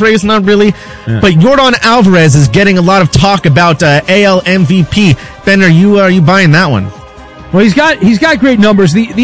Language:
English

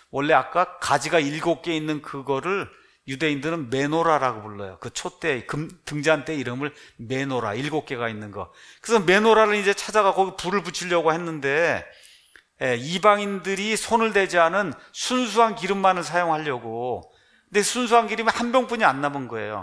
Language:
Korean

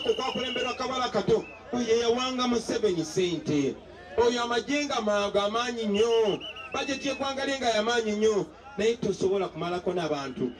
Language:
Ganda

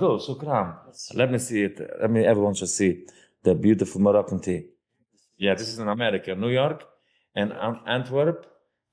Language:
Yiddish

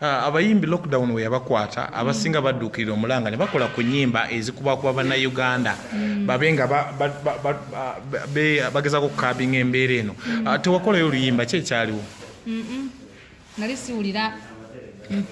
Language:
Ganda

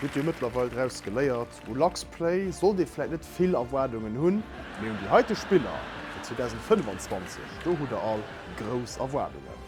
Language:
Luxembourgish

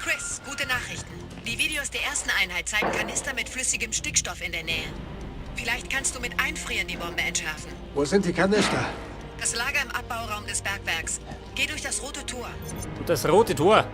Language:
Bavarian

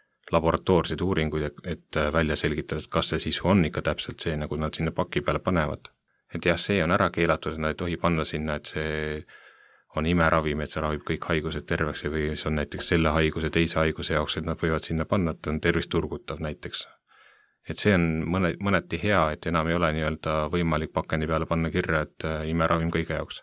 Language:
Estonian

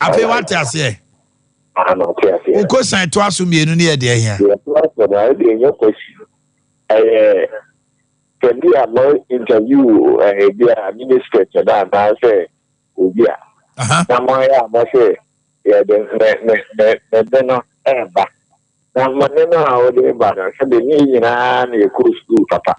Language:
Akan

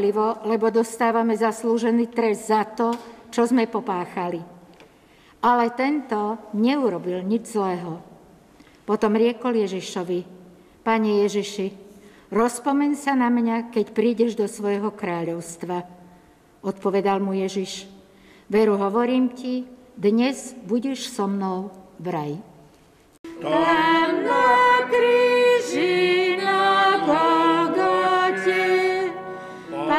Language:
Slovak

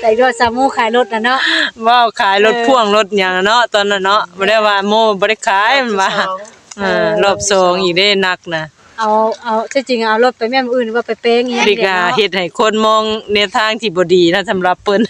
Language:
Northeastern Thai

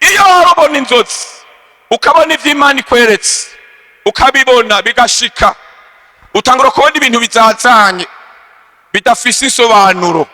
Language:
Rundi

